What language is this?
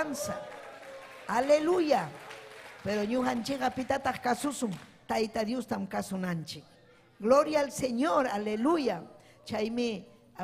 Ayacucho Quechua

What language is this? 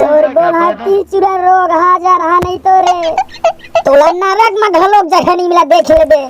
Chhattisgarhi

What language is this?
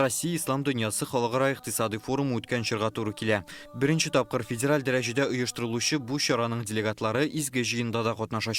Tatar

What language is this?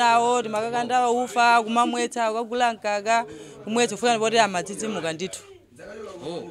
Nyanja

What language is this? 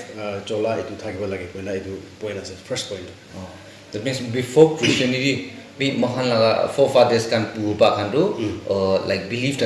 Naga Pidgin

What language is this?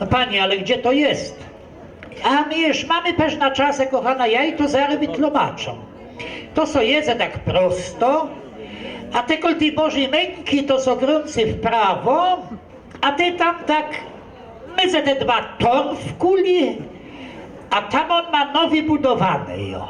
Kashubian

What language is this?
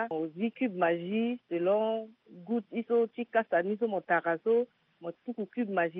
Sango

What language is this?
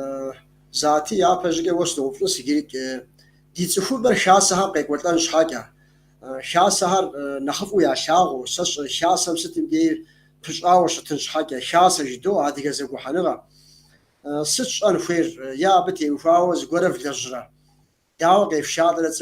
Kabardian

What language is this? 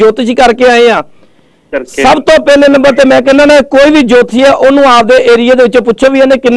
Punjabi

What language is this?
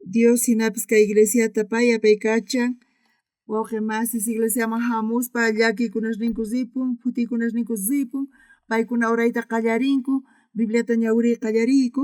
South Bolivian Quechua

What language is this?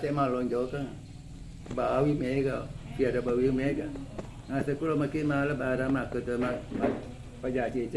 Buginese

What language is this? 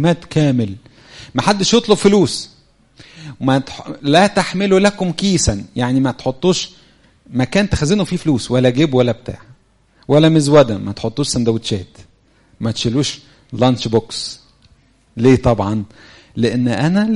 Egyptian Arabic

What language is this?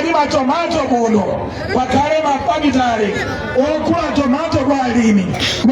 Nyanja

